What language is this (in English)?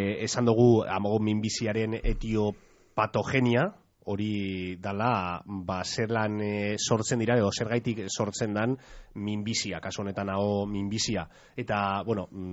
Basque